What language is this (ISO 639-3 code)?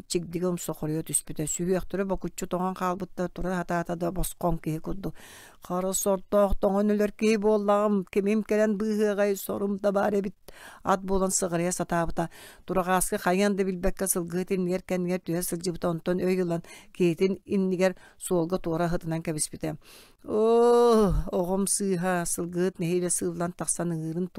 sah